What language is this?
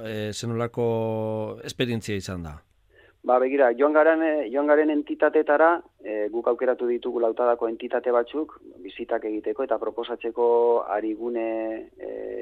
Basque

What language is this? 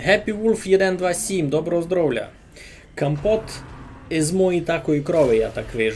Rusyn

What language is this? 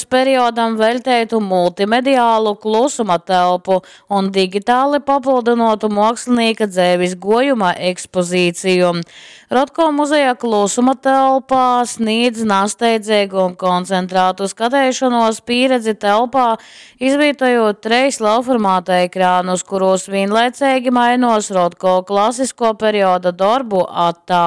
Latgalian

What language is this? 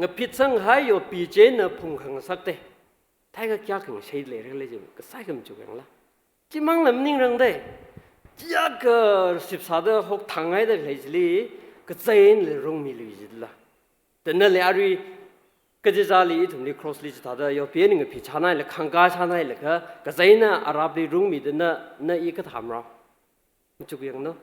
Tangkhul Naga (India)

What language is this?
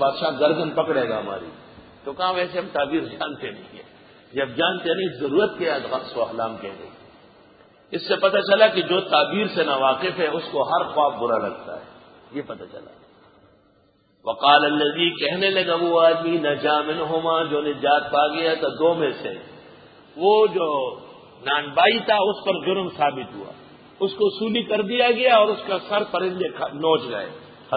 Urdu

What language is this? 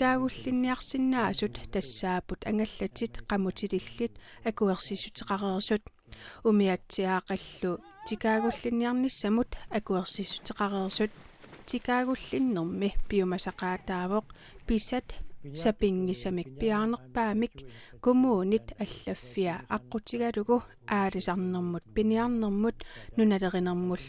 Kalaallisut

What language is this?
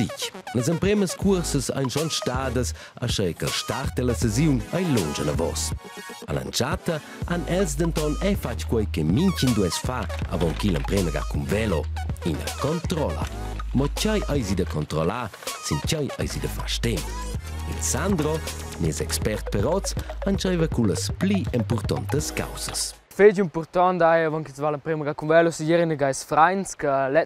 Romansh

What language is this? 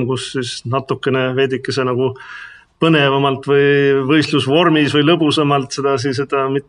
Estonian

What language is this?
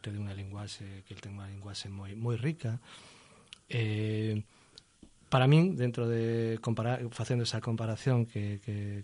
Galician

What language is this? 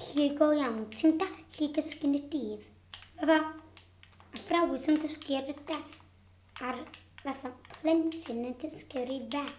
Welsh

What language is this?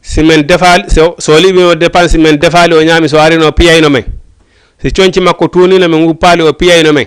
Fula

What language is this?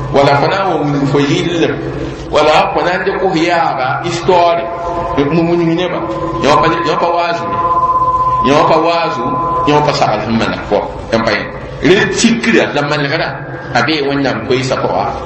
Mossi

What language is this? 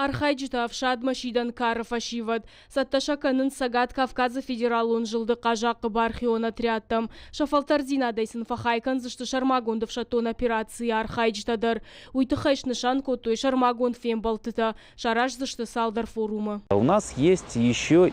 Ossetic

